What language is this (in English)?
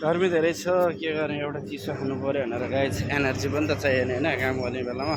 Nepali